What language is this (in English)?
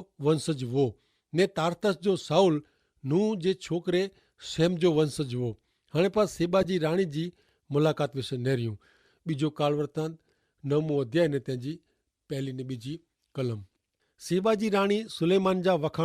Kachhi